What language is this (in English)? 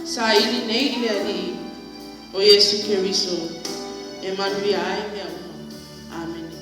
Samoan